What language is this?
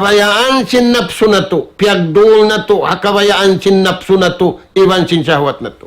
Tausug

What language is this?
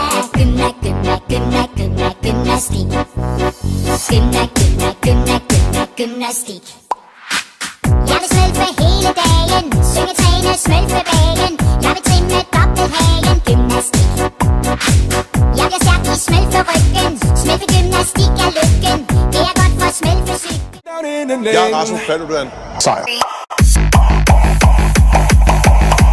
Danish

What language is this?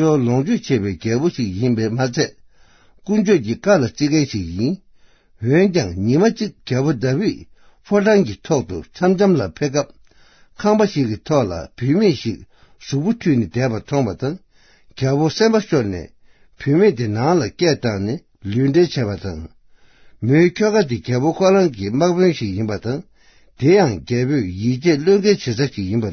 Tibetan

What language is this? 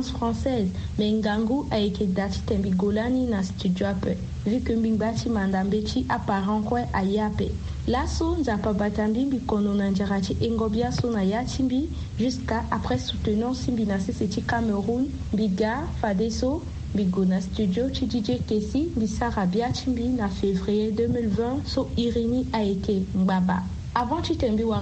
Sango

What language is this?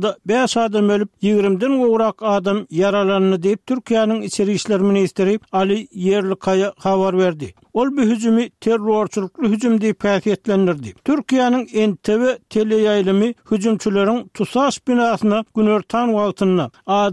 Turkmen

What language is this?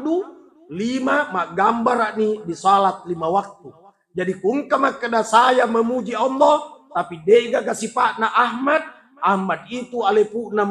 Buginese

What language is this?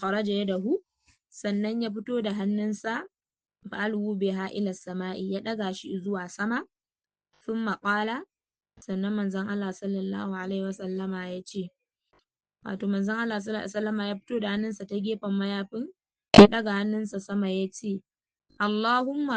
Hausa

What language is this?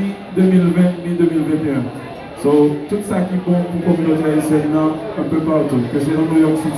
Haitian Creole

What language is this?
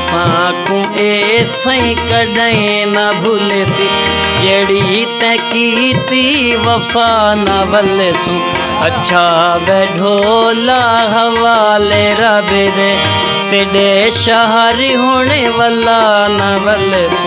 Saraiki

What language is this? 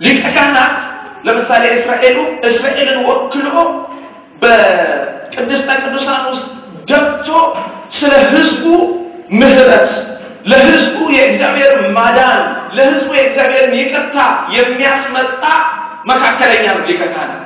Amharic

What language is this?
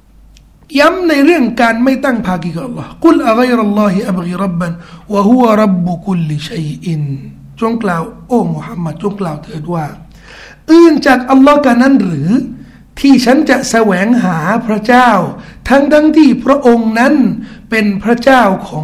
Thai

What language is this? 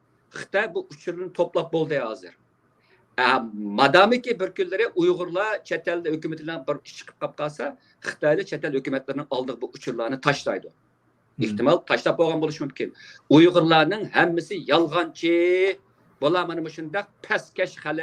Uyghur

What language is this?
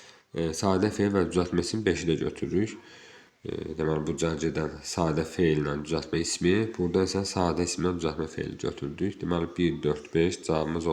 Azerbaijani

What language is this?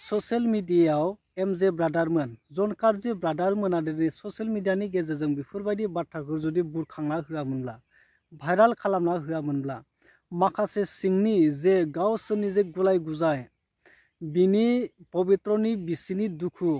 Bodo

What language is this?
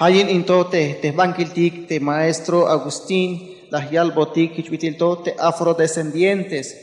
Tzeltal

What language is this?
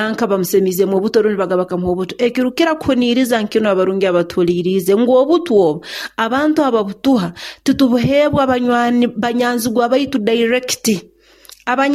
Nyoro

